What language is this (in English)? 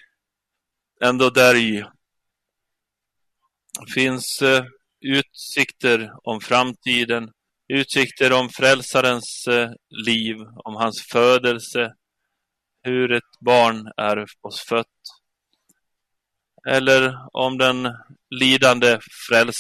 Swedish